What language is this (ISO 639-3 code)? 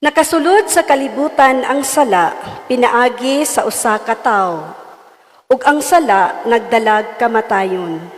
ceb